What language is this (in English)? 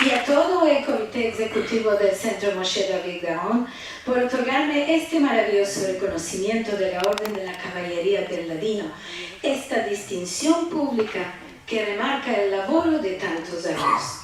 Ladino